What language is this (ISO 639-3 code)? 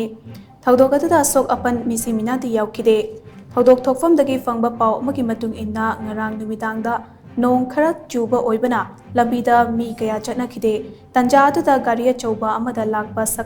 mni